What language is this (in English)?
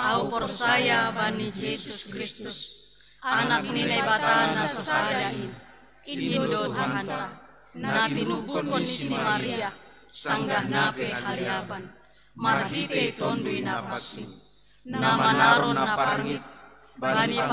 Batak Simalungun